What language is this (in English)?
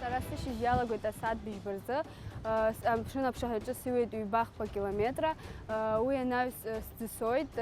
Abkhazian